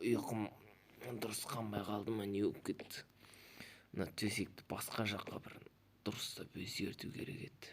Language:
Kazakh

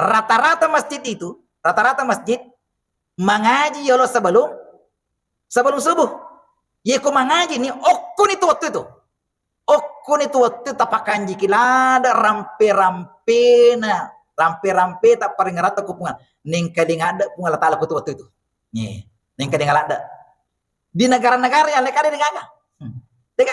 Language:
Buginese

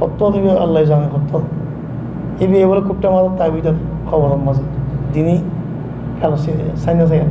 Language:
Rohingya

